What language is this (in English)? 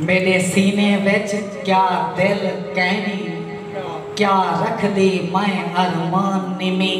Saraiki